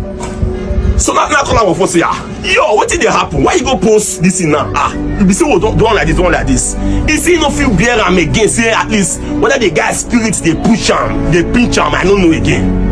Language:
Nigerian Pidgin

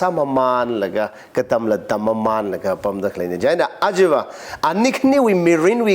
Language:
Tangkhul Naga (India)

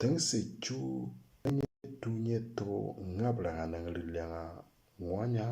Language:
Moro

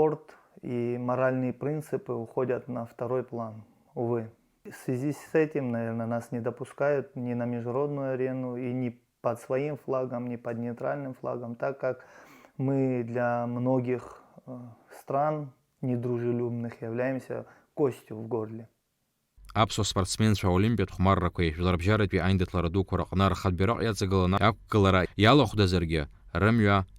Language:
Abkhazian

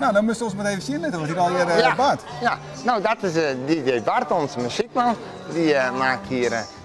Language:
Western Frisian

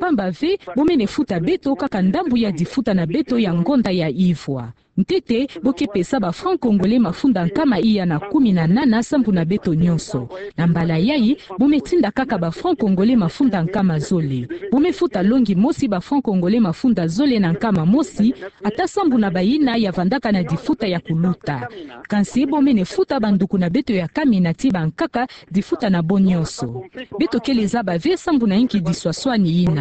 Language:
Kituba (Democratic Republic of Congo)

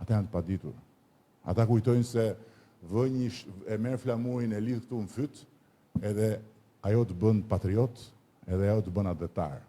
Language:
Albanian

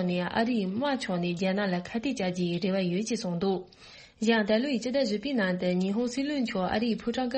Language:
Tibetan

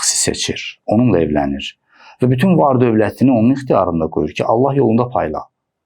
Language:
Azerbaijani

